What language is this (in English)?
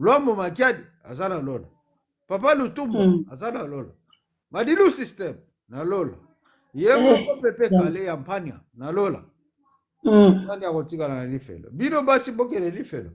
Lingala